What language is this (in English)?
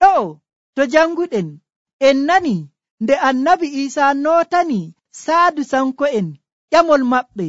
Nigerian Fulfulde